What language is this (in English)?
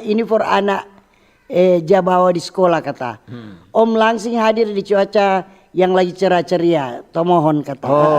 Manado Malay